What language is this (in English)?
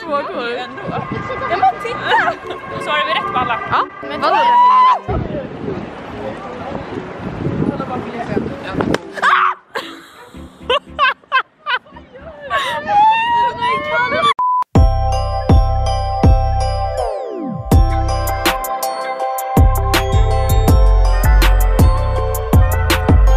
Swedish